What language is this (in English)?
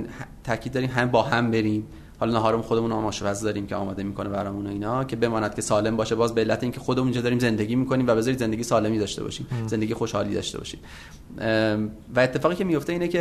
Persian